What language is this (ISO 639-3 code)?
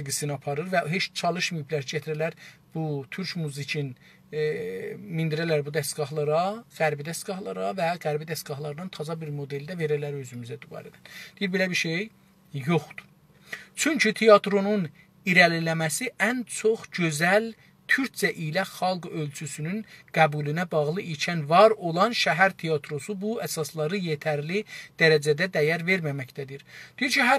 azb